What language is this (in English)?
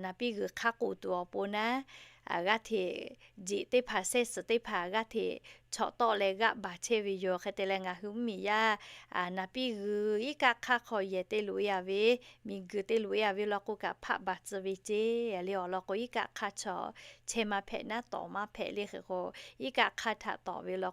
Lahu